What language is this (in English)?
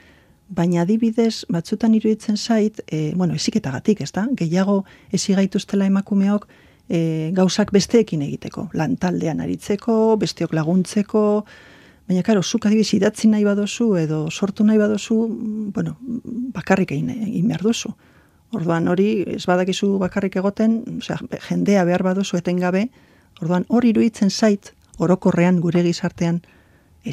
Basque